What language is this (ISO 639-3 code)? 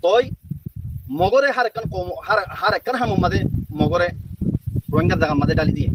rhg